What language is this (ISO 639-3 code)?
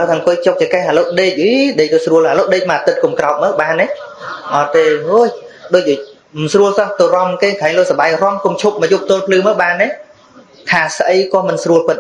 khm